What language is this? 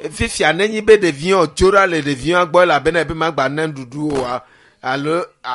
Ewe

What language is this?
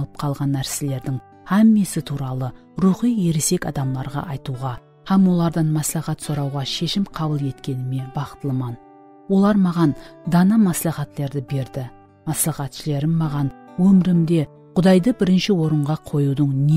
Kara-Kalpak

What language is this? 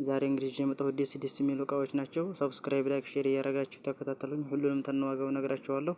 Amharic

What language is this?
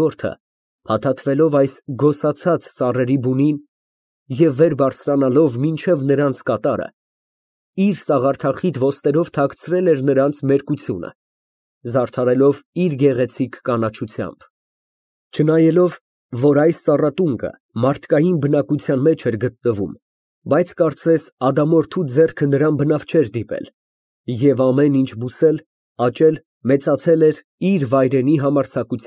Armenian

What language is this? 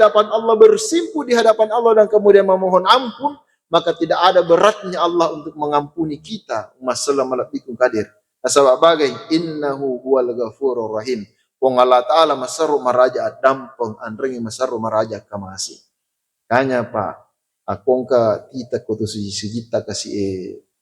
Buginese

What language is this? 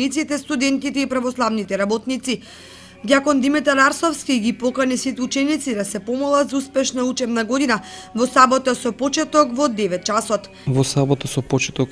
Macedonian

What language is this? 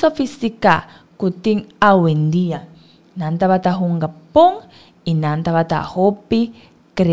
Papiamento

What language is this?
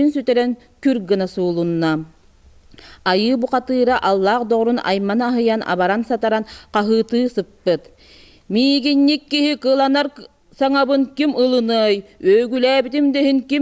Yakut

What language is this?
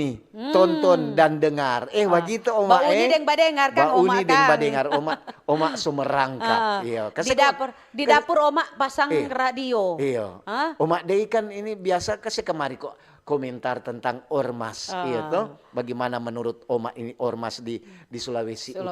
Manado Malay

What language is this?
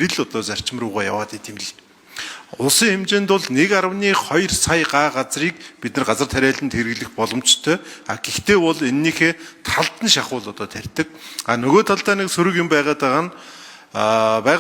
Mongolian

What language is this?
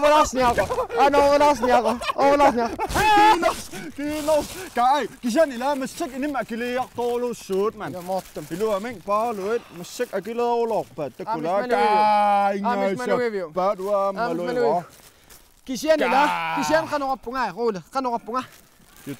Kalaallisut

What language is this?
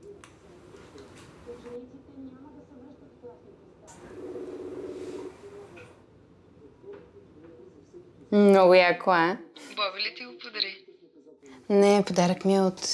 Bulgarian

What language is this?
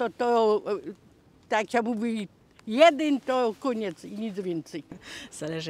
Silesian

